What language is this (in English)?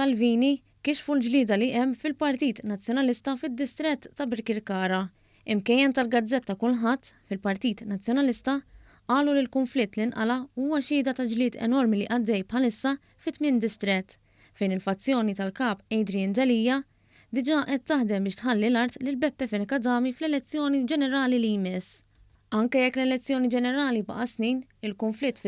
Maltese